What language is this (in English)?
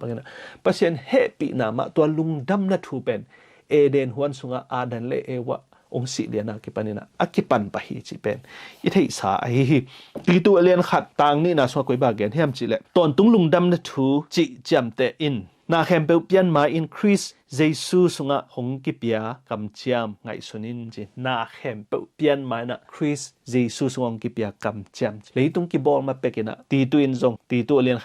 Tedim Chin